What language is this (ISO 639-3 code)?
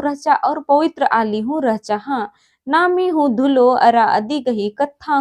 kru